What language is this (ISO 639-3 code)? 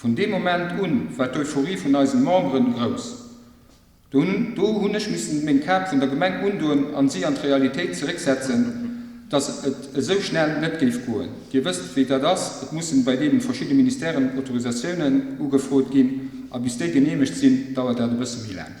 ltz